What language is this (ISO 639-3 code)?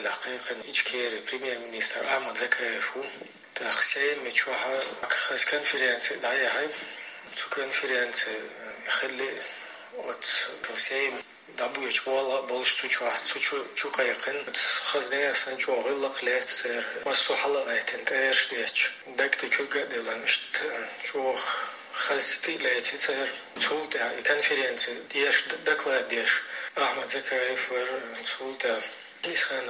che